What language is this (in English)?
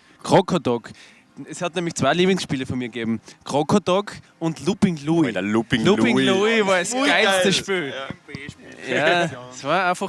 Bavarian